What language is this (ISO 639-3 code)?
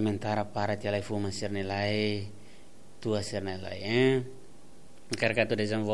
tet